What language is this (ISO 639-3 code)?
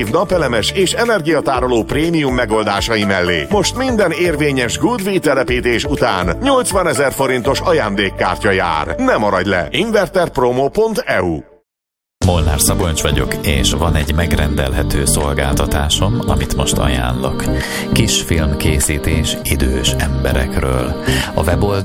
hun